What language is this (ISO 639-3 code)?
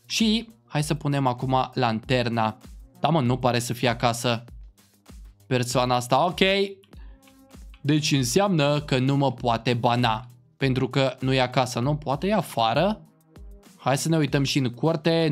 ron